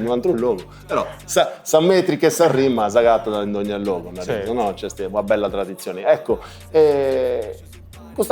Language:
Sardinian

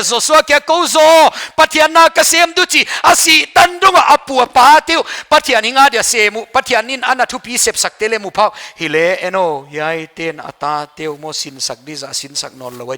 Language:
Paite Chin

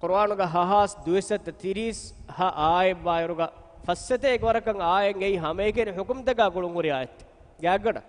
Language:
Divehi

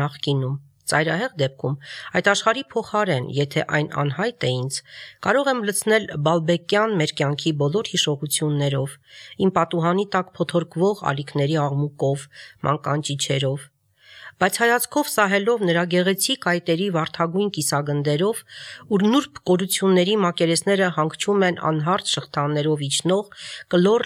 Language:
Armenian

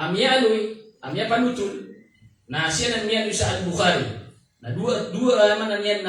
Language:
Maranao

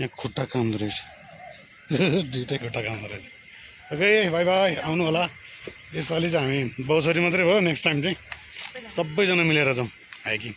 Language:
Nepali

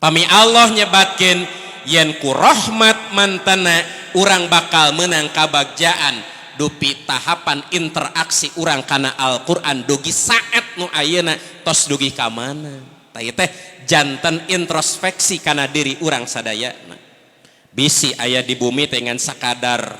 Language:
Sundanese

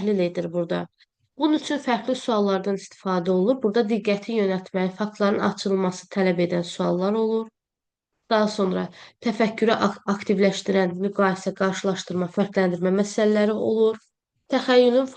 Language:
Azerbaijani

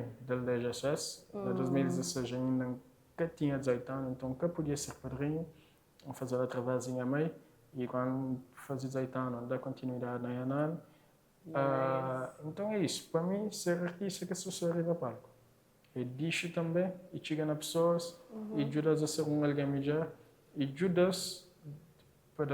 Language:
Kabuverdianu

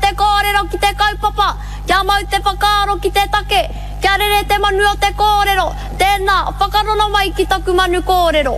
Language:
Māori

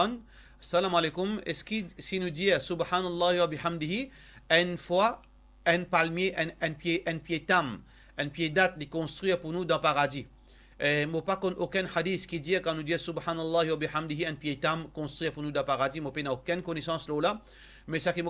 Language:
Morisyen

